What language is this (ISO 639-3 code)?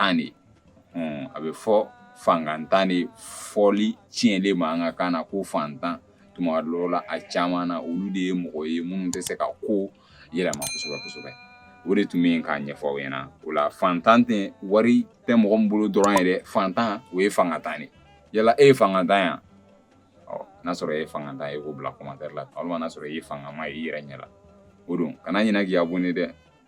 bam